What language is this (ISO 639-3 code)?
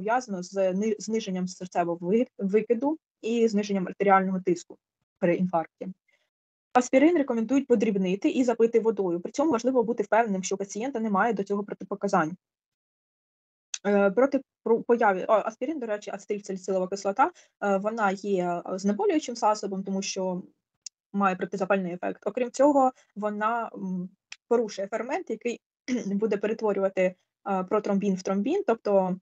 ukr